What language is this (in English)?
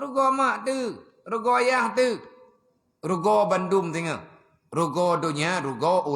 Achinese